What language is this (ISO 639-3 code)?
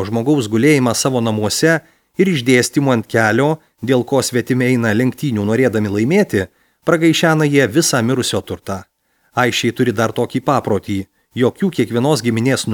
lit